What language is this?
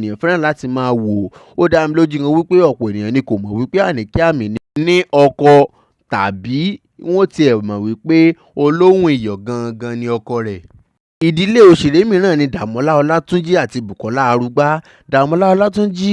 Yoruba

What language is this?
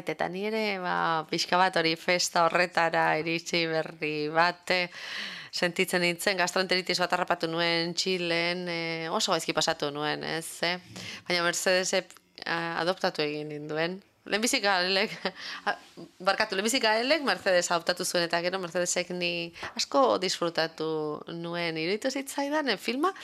Basque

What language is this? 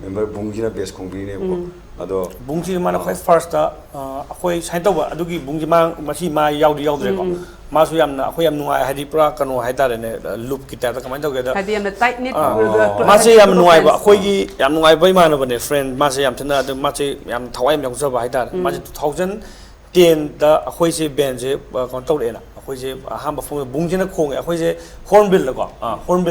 Manipuri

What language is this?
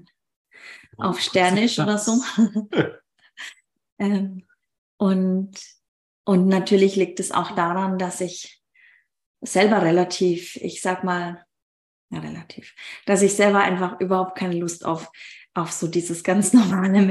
German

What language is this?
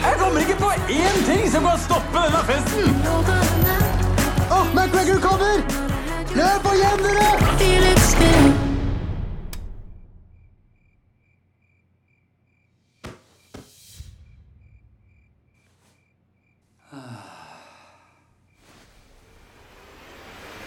Norwegian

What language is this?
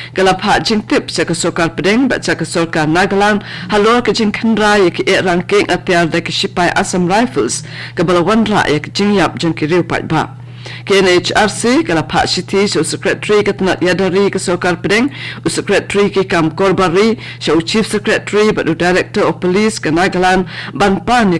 Khasi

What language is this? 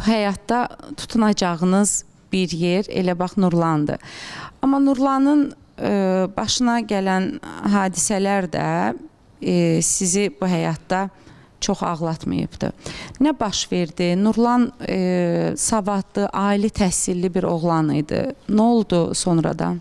Azerbaijani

